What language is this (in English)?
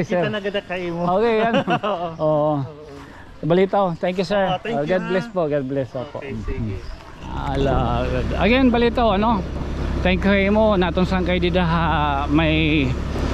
Waray